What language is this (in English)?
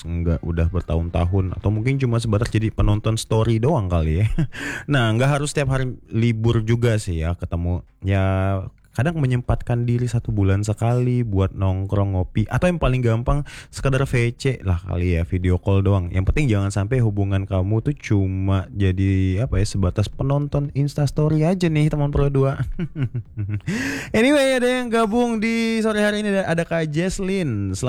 Indonesian